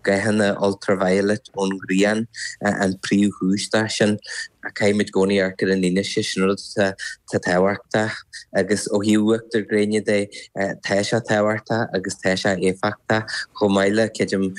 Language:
Irish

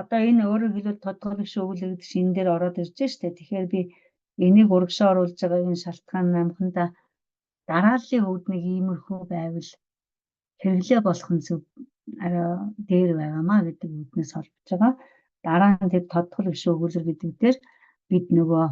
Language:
Mongolian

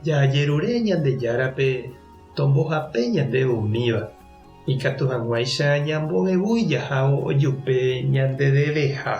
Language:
Guarani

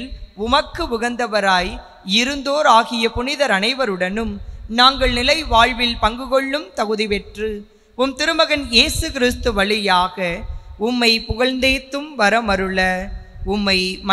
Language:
Tamil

